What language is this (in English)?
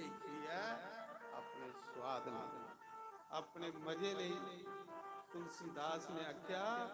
Dogri